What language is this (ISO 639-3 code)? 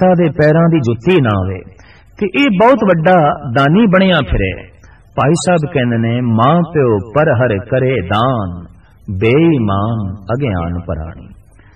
pan